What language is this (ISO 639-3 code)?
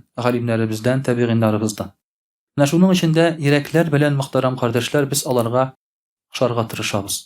tat